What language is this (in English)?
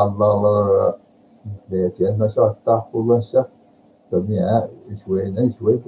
Yakut